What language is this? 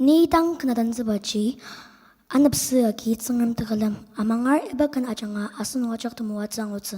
Ao Naga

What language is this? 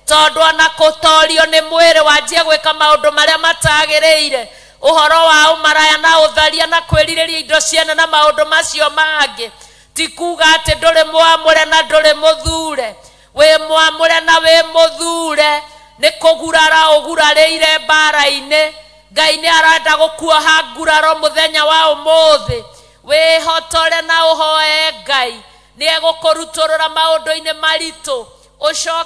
Kikuyu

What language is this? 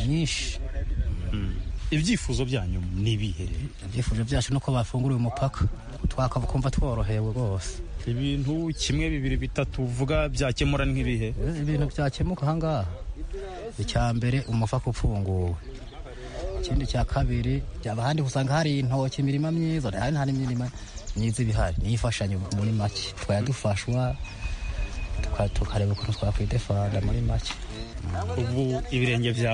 Kinyarwanda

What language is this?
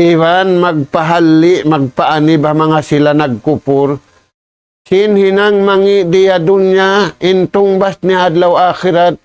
Tausug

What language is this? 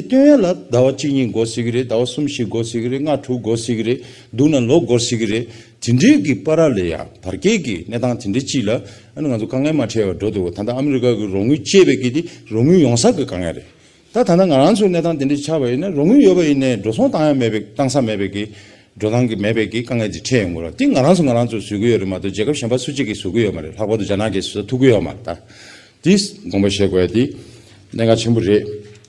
Tibetan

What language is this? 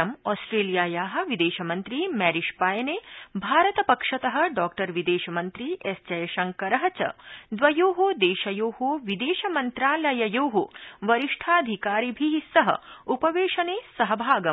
Sanskrit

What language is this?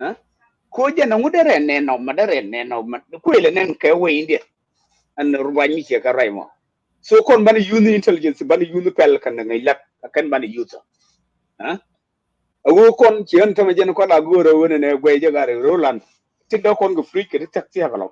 Nuer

